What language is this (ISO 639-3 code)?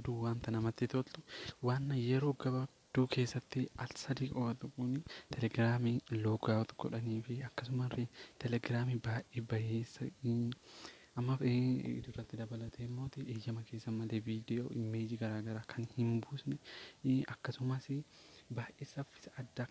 orm